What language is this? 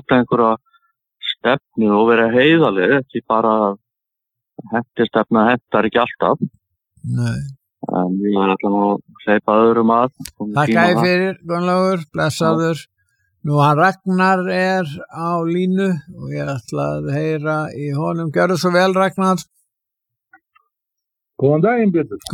Icelandic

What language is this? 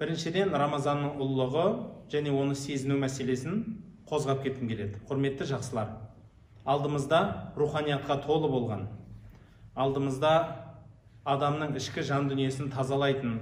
Kazakh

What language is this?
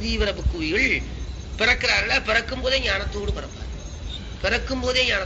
Tamil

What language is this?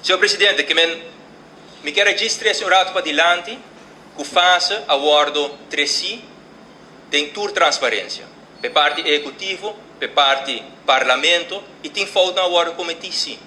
Papiamento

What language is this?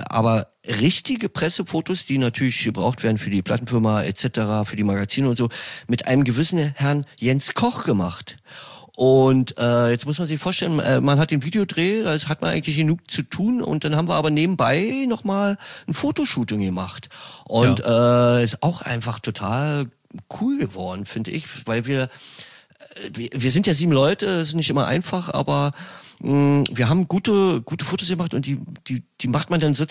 German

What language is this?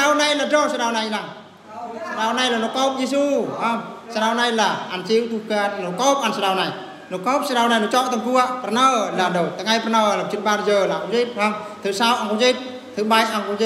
Eastern Bru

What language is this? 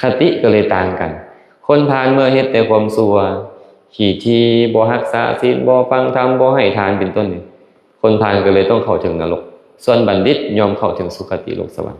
Lao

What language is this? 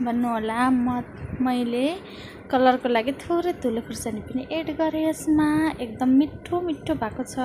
Nepali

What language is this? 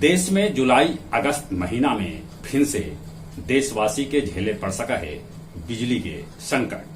Magahi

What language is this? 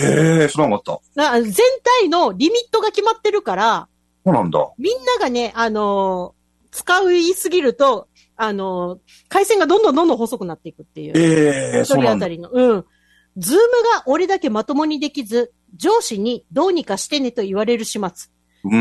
Japanese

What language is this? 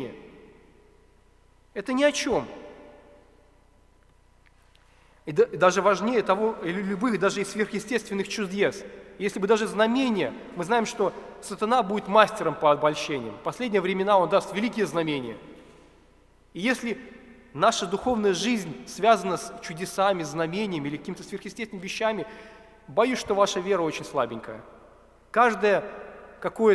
Russian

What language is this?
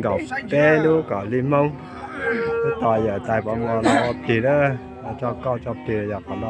Hmong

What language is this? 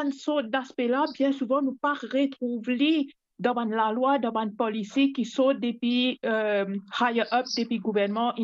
Morisyen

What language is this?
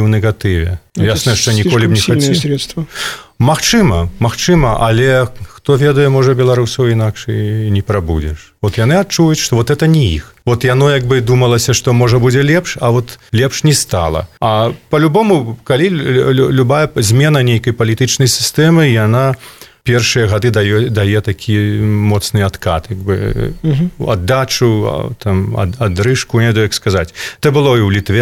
Belarusian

